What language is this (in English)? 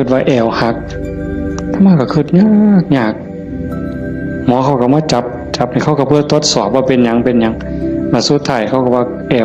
Northeastern Thai